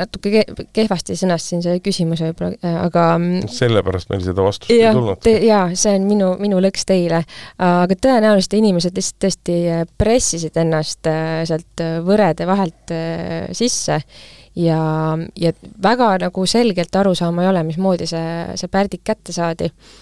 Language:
Estonian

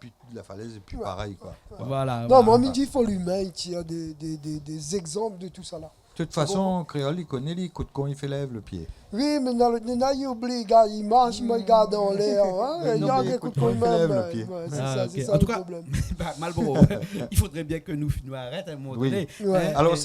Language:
Réunion Creole French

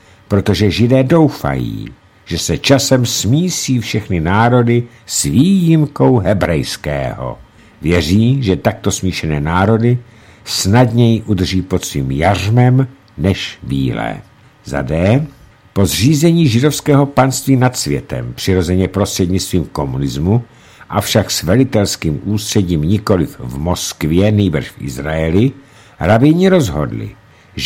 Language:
Czech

